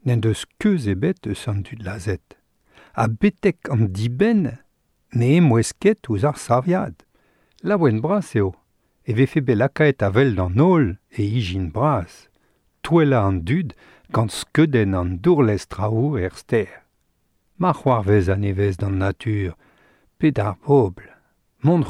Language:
Breton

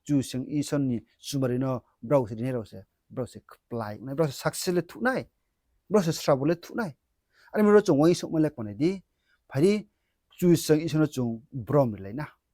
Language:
Riang (India)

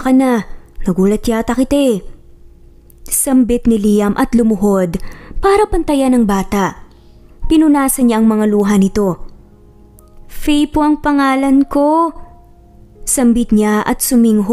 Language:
Filipino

